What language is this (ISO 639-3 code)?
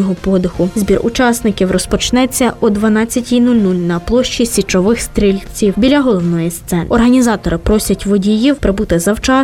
ukr